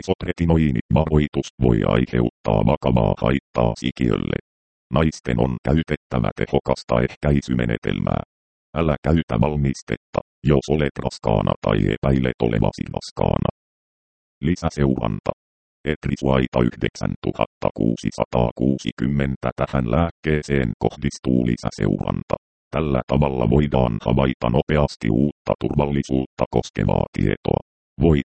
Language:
Finnish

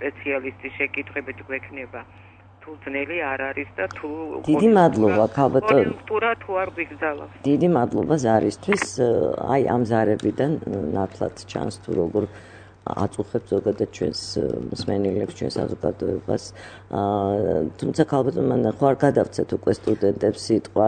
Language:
Georgian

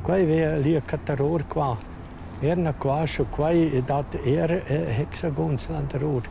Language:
Romansh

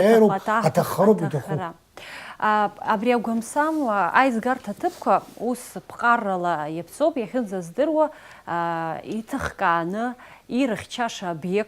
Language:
Abkhazian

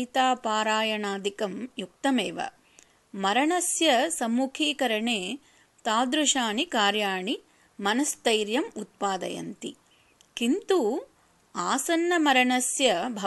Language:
Sanskrit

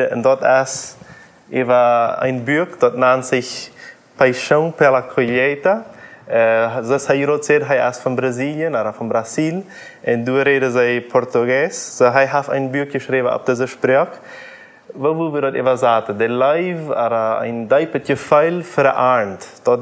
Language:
Plautdietsch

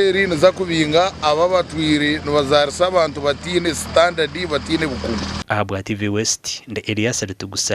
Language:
Nyankole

